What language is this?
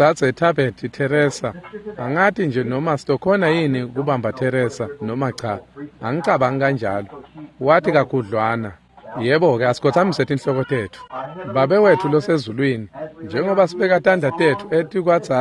Swati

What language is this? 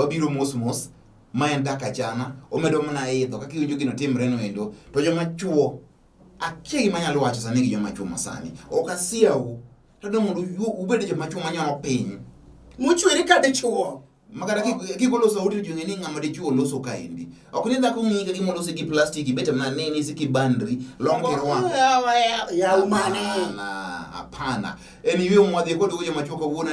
Luo (Kenya and Tanzania)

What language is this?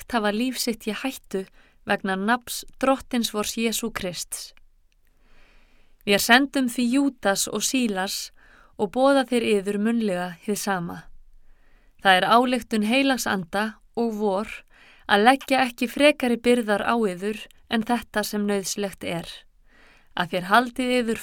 Icelandic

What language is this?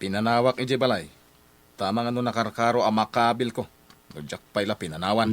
Iloko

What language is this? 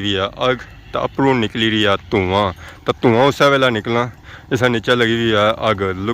Pahari-Potwari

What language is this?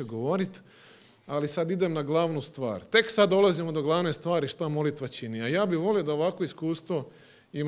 Croatian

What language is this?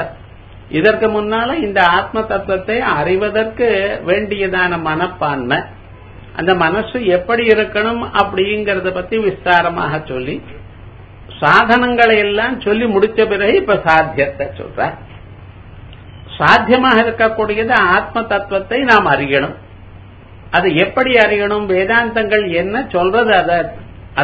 Tamil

